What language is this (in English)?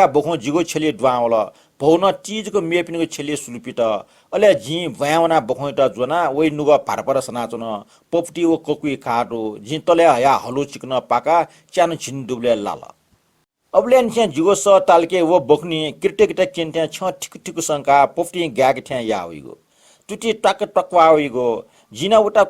Newari